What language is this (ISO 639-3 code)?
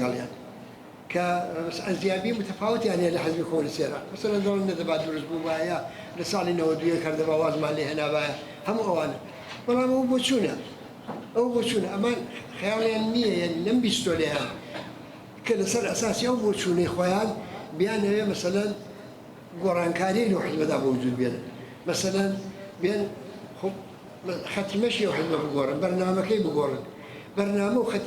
ckb